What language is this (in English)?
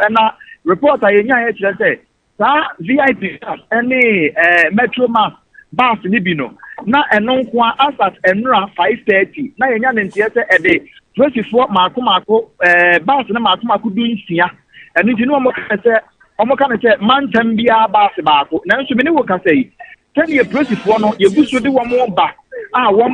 Akan